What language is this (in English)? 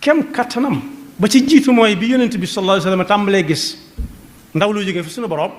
Wolof